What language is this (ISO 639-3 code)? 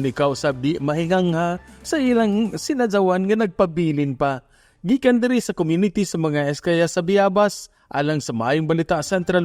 ceb